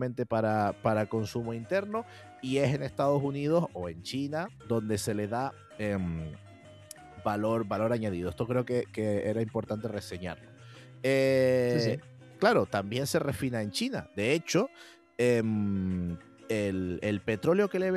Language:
Spanish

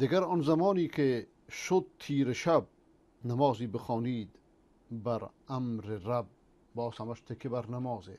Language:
Persian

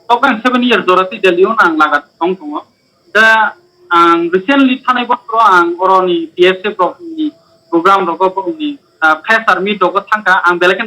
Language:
Kok Borok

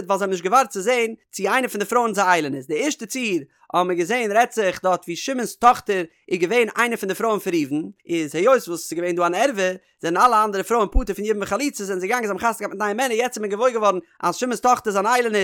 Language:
Yiddish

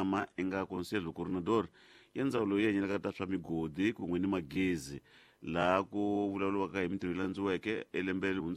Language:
Tsonga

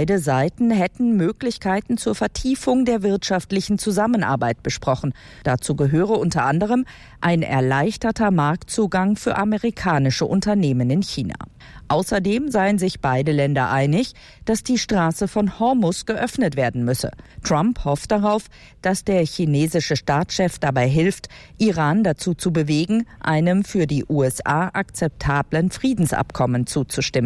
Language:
German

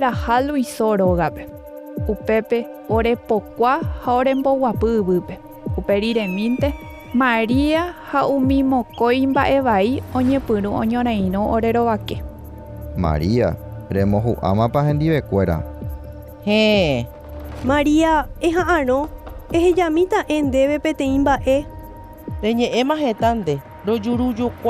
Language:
Guarani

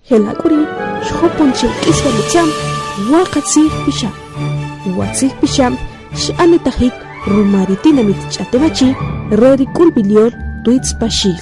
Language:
Achi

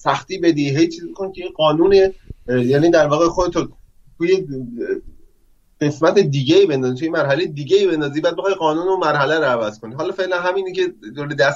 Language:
Persian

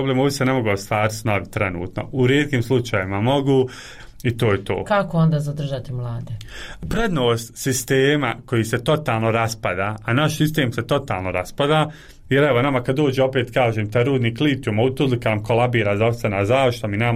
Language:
Bosnian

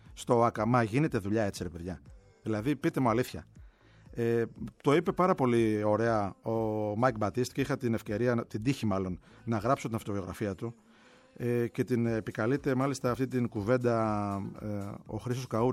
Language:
Greek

